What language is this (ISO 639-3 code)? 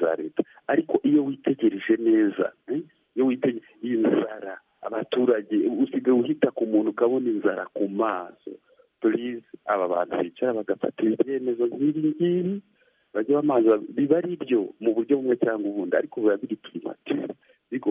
kin